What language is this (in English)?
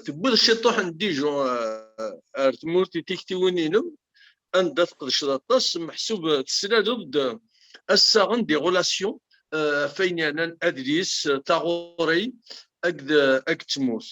Kabyle